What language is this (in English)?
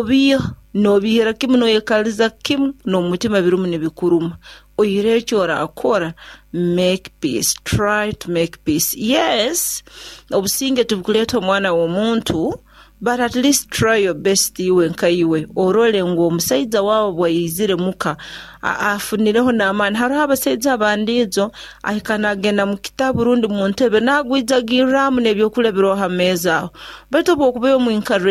Nyoro